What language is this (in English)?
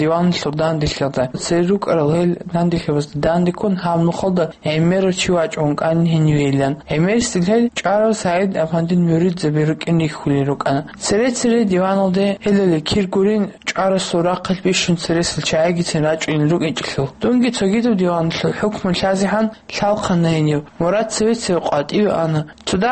Avaric